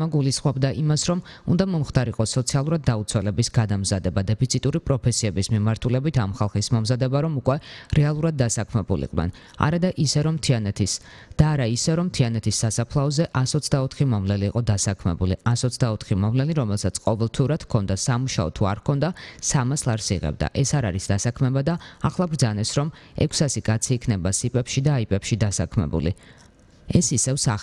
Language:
Georgian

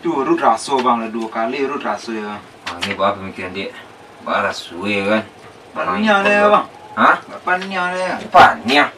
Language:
Minangkabau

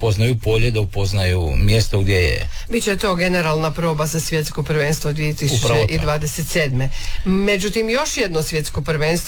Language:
Croatian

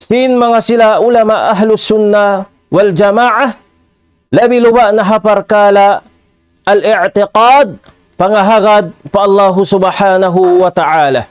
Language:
Tausug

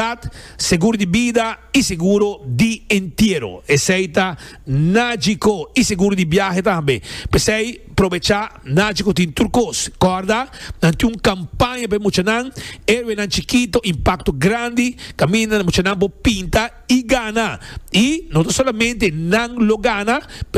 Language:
Papiamento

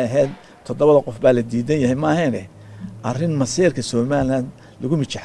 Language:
Somali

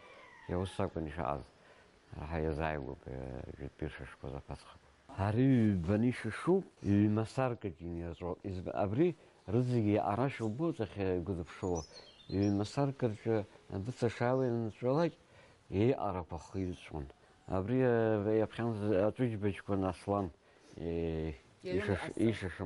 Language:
Abkhazian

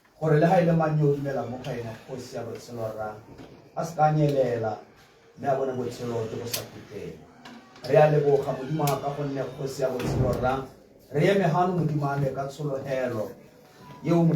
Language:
Tswana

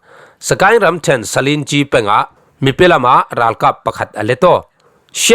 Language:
Falam Chin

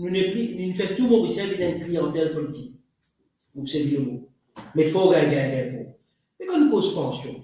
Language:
Morisyen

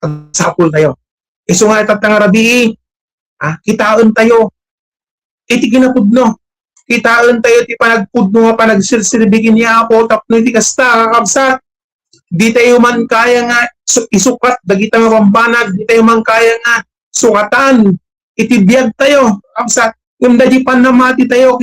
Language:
Iloko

